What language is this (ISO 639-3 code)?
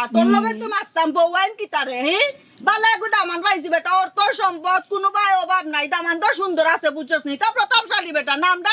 syl